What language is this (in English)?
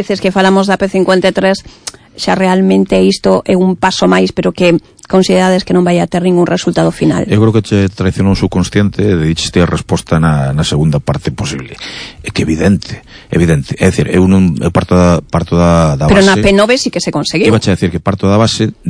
Galician